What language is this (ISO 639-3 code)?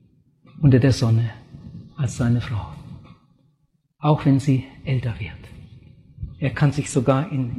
deu